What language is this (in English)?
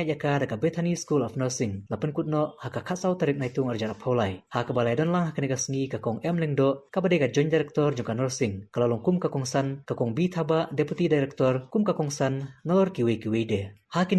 Khasi